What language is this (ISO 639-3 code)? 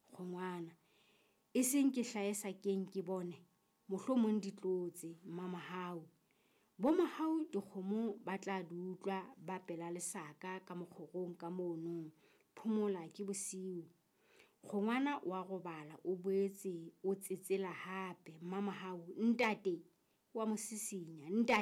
sot